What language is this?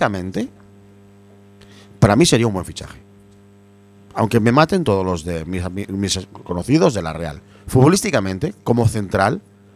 Spanish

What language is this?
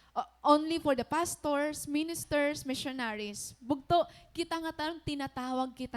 Waray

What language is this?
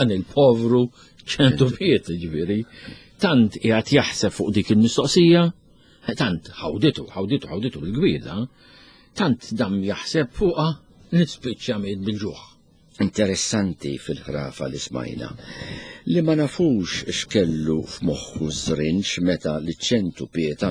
Maltese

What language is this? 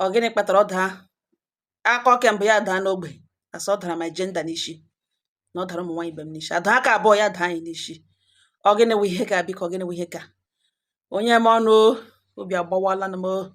Igbo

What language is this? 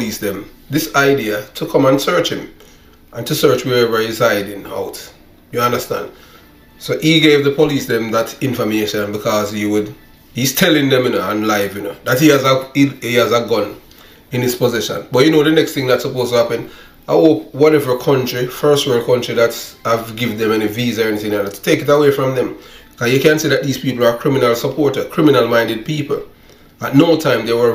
Jamaican Creole English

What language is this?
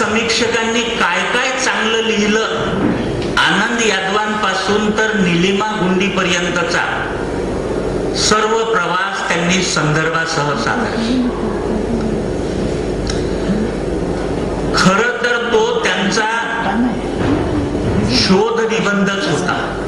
Marathi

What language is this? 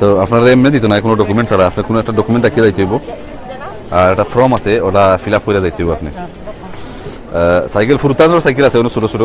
Sylheti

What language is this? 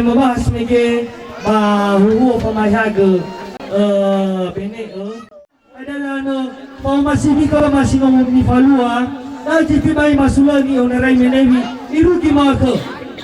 Nias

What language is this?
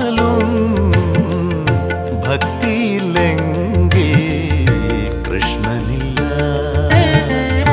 Malayalam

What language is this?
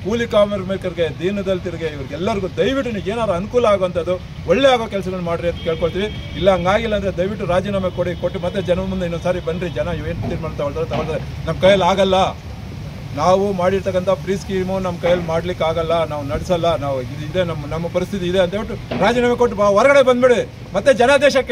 Kannada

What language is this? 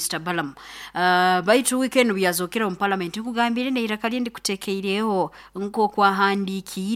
Nyoro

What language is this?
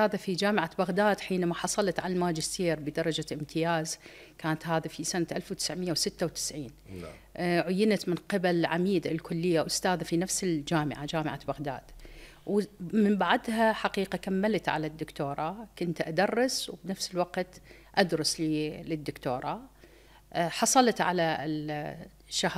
Mesopotamian Arabic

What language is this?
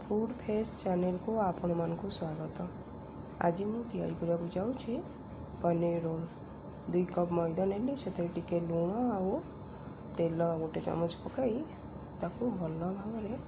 Odia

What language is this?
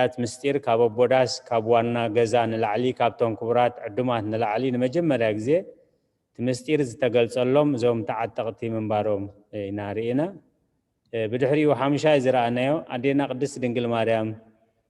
Tigrinya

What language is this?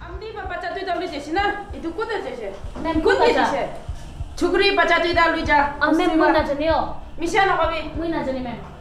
Naga Pidgin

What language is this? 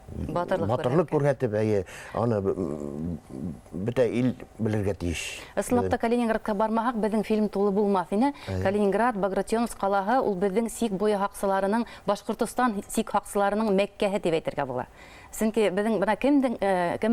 Bashkir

